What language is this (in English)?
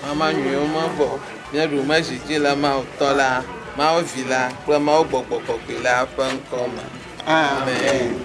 Ewe